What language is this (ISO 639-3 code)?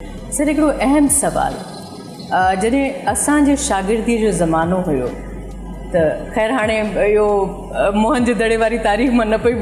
snd